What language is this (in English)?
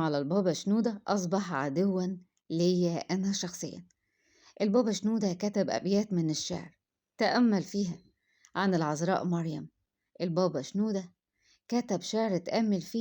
Egyptian Arabic